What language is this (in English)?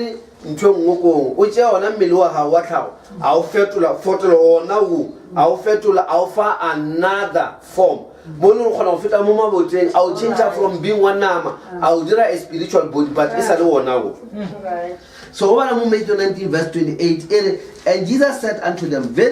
Northern Sotho